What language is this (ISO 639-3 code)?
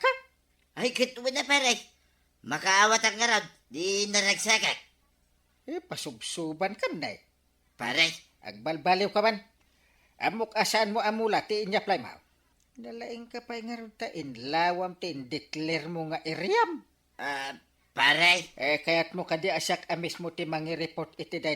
ilo